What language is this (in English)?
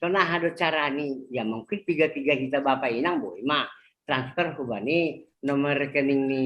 Batak Simalungun